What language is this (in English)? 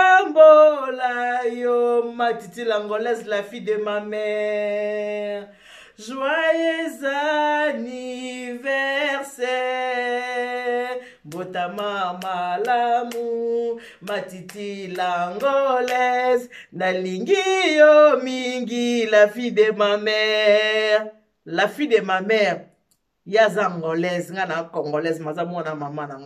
Lingala